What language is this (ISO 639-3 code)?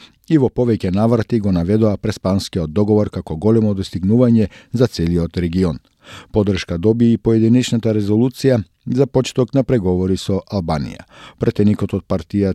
mkd